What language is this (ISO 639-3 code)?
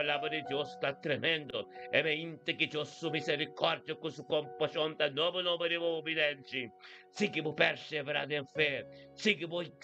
pap